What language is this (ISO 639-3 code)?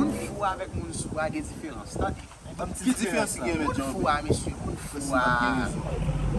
hat